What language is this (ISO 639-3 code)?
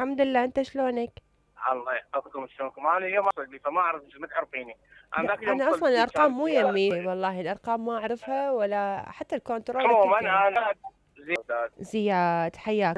acm